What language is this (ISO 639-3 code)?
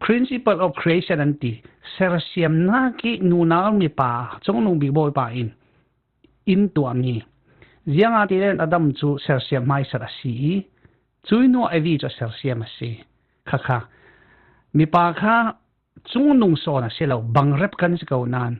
cfm